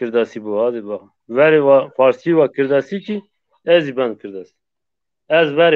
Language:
Zaza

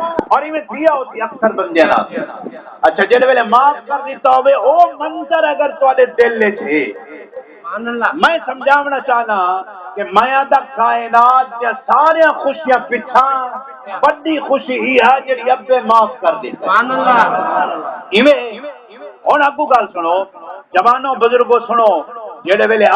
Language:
Saraiki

